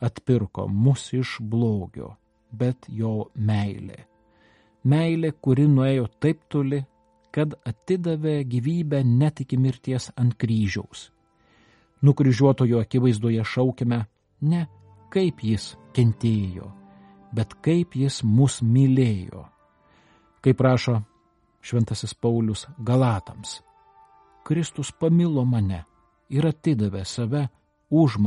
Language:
Lithuanian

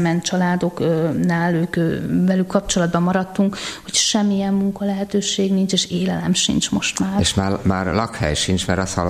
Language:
Hungarian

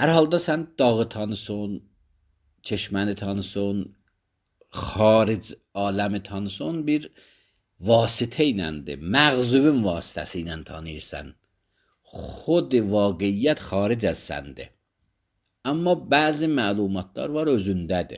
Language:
Azerbaijani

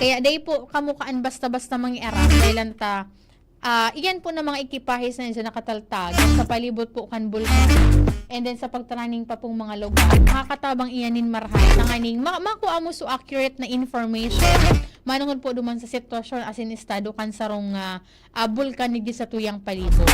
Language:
Bikol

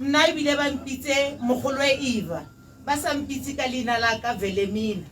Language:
Tswana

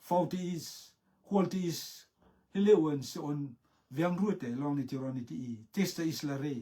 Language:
Rotuman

